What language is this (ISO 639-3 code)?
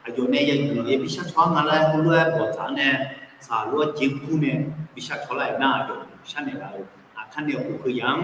ahk